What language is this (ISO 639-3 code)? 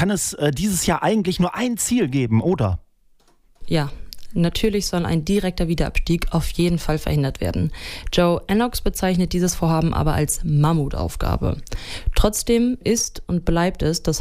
deu